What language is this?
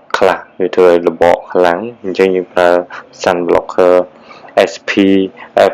Khmer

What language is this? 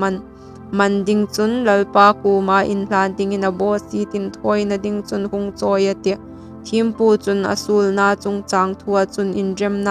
Hmar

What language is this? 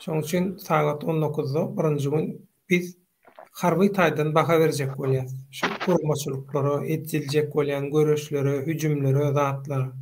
Turkmen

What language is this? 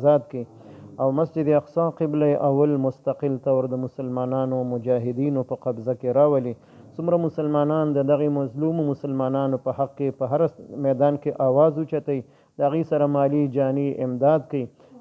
Pashto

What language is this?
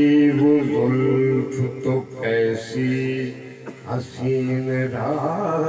Saraiki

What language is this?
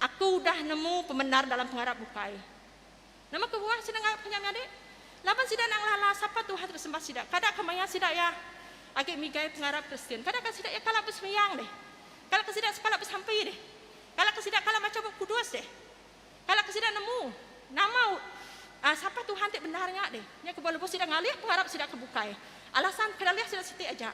Iban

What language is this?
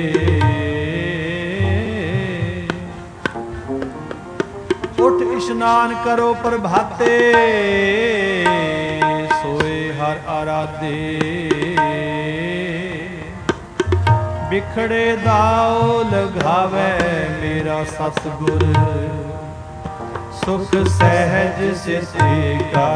Punjabi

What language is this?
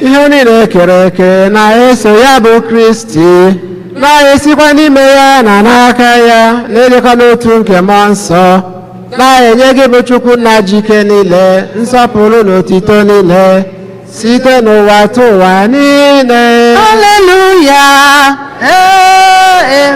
Igbo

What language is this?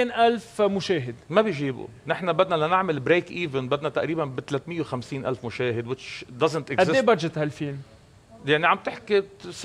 North Levantine Arabic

